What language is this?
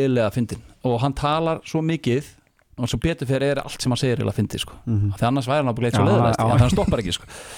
Icelandic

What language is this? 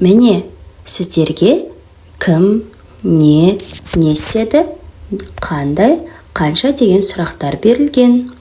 Kazakh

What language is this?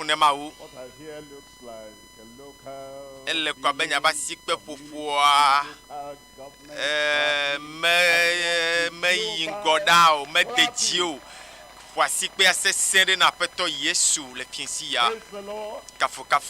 Ewe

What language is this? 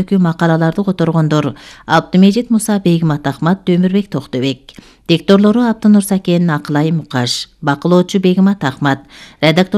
Kyrgyz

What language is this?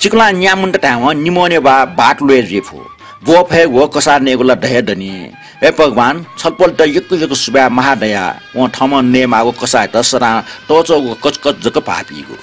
Newari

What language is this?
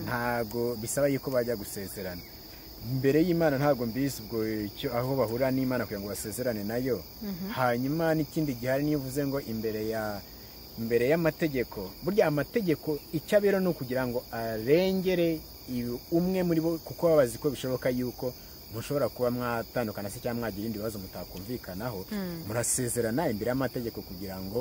Kinyarwanda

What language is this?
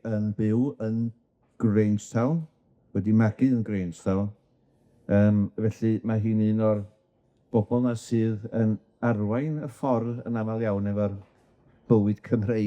Welsh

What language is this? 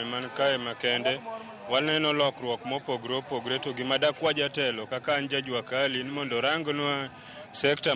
Luo (Kenya and Tanzania)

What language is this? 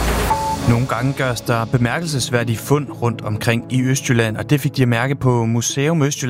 Danish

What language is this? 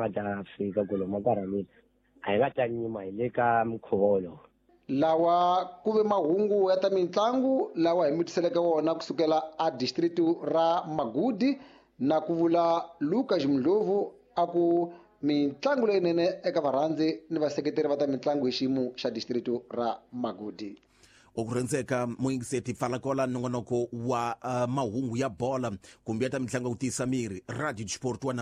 Tsonga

